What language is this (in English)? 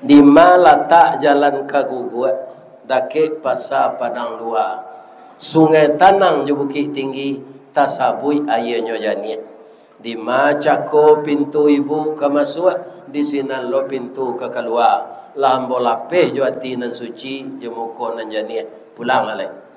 Minangkabau